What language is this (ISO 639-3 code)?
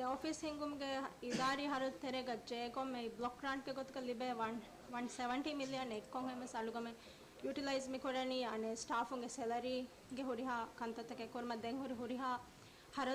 div